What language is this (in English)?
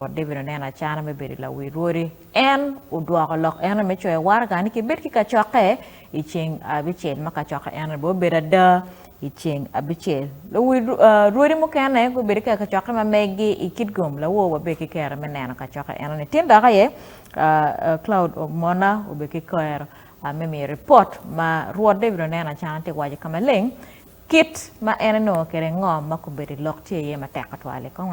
Acoli